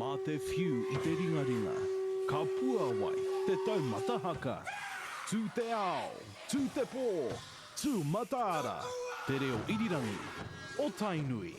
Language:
Māori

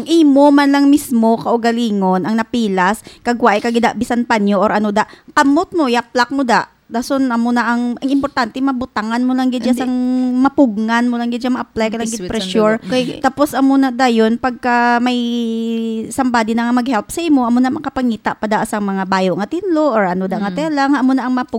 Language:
Hiligaynon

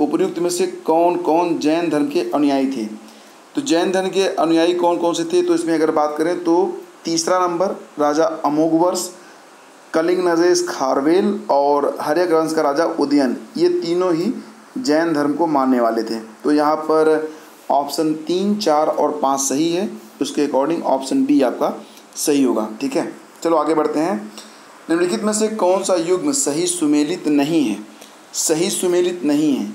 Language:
Hindi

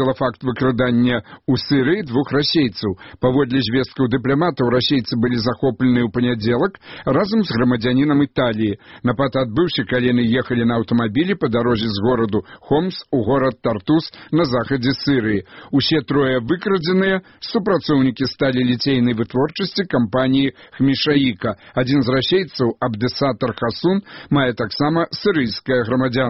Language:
Belarusian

